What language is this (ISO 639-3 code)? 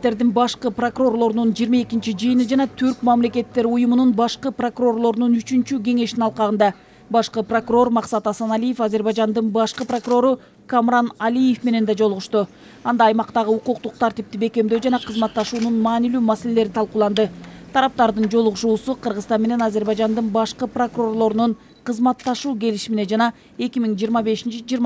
kir